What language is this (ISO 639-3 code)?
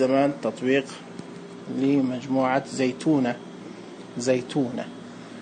ars